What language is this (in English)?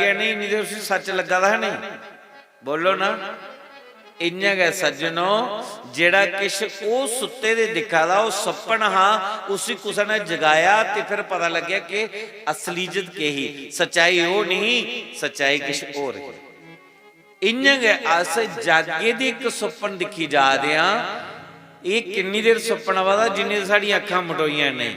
Dogri